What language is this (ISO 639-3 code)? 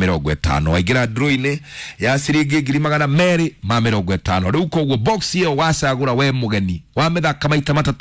kik